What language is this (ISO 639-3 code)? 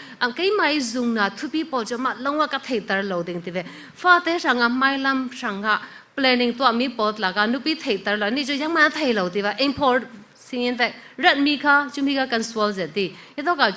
cfm